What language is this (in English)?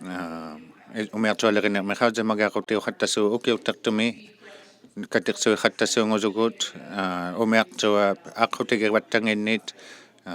Inuktitut